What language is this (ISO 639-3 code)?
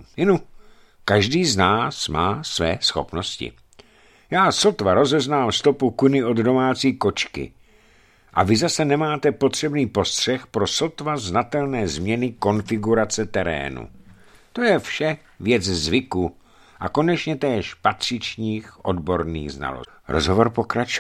ces